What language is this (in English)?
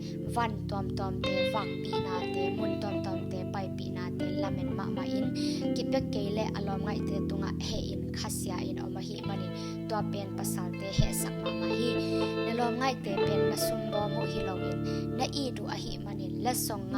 Tedim Chin